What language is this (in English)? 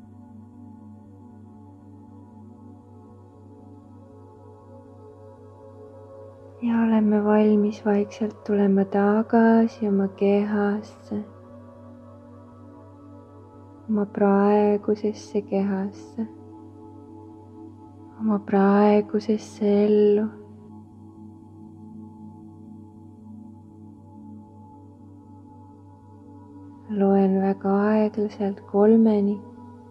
Estonian